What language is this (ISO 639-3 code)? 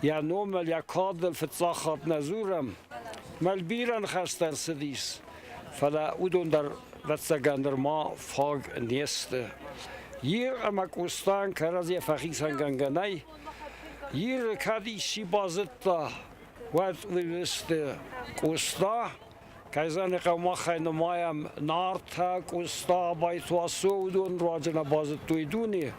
oss